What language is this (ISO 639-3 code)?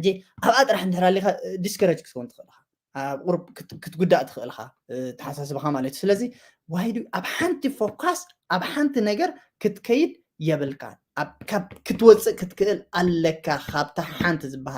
tir